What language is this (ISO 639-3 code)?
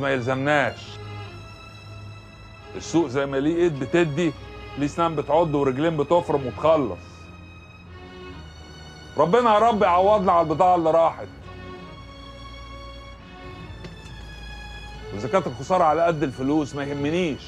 arz